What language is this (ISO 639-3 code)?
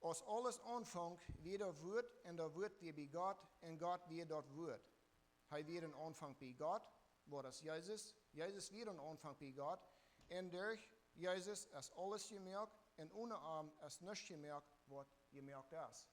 pdt